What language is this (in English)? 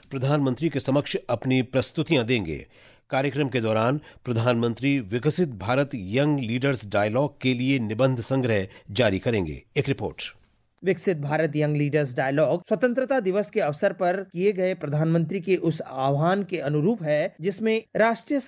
Hindi